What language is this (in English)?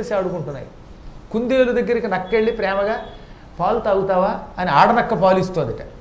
Telugu